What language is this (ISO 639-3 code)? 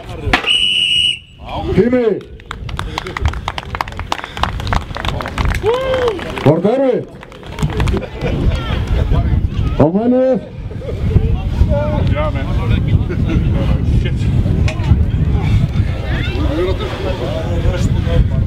isl